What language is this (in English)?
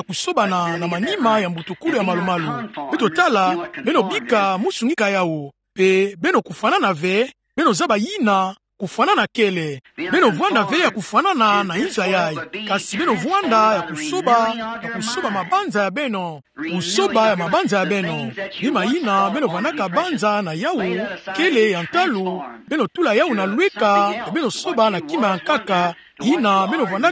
Kituba (Democratic Republic of Congo)